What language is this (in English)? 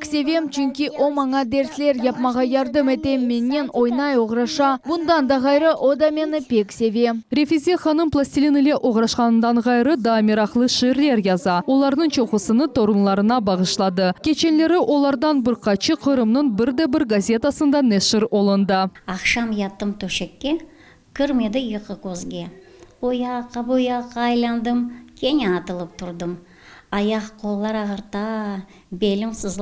Crimean Tatar